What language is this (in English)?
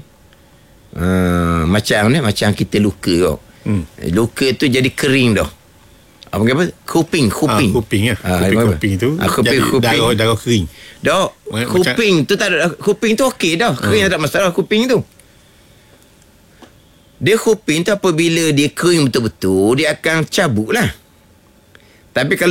Malay